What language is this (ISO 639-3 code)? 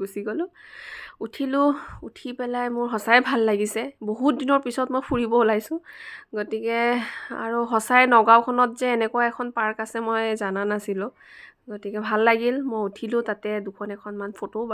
asm